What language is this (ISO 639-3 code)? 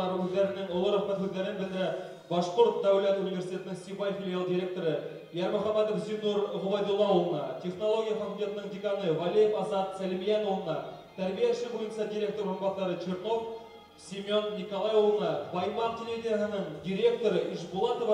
bak